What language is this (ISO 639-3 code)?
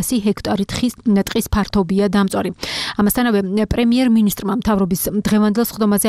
kat